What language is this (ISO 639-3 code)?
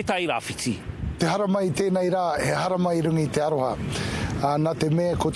mri